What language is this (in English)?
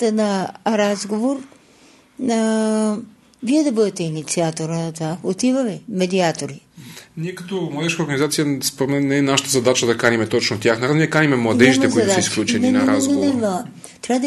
Bulgarian